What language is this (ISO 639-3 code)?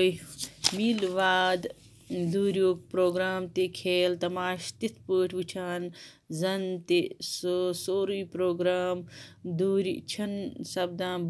kas